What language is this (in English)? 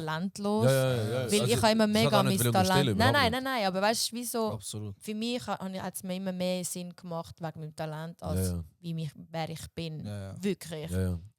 Swiss German